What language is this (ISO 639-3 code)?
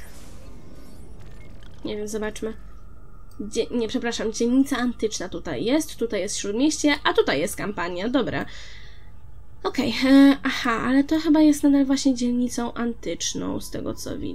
pol